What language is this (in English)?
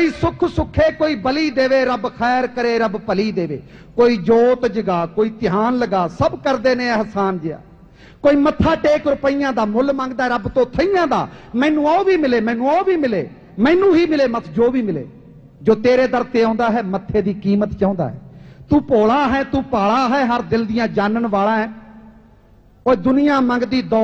Punjabi